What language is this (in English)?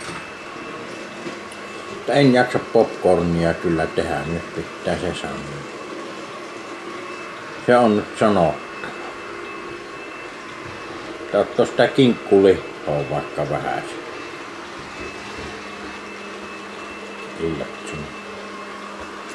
Finnish